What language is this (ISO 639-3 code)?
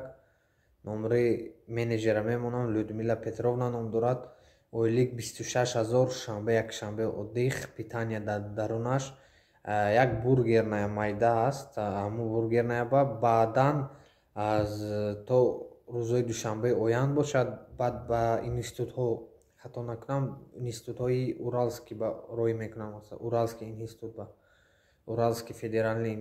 tgk